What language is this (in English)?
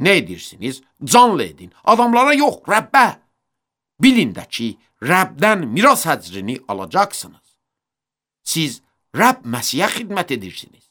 Azerbaijani